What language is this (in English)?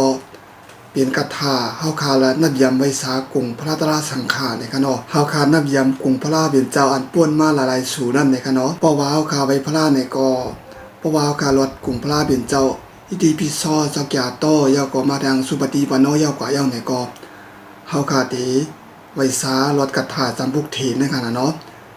Shan